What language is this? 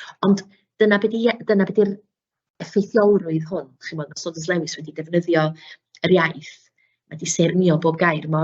Welsh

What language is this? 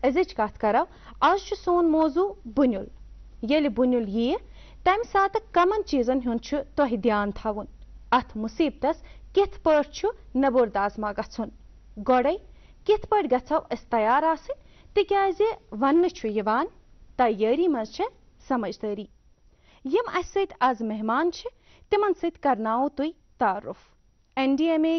Kashmiri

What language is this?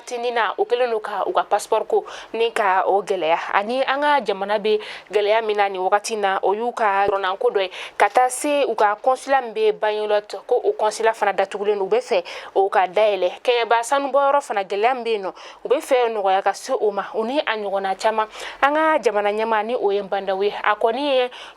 Bambara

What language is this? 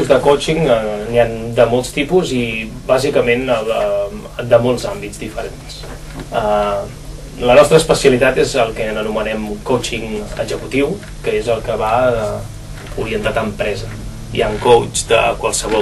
Catalan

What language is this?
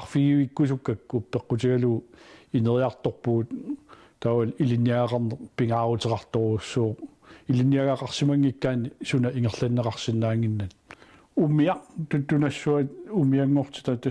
Kalaallisut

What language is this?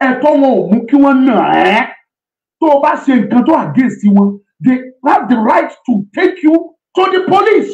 Yoruba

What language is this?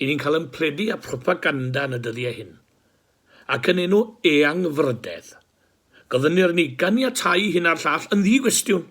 Welsh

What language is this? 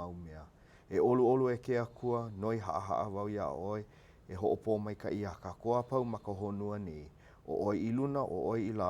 Hawaiian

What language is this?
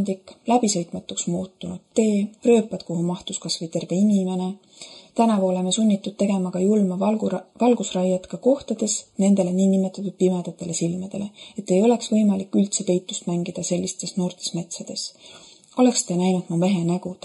Estonian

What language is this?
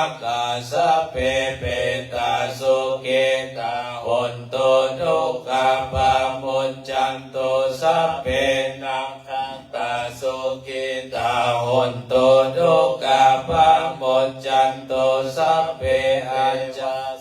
Pali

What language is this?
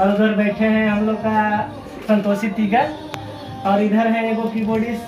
Sadri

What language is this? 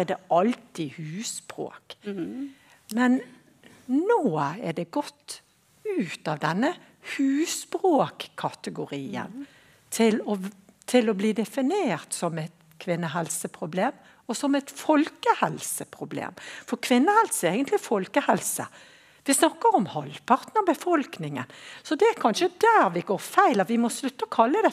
Norwegian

